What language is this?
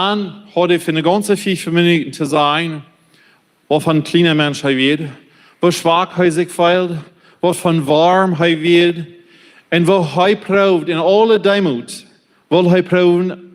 Plautdietsch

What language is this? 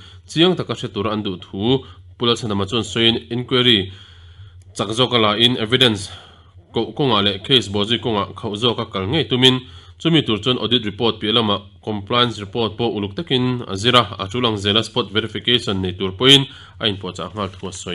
Mizo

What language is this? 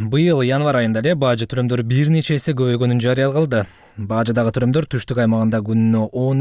Kyrgyz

